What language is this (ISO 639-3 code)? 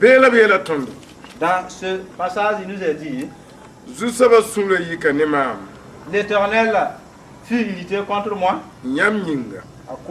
mos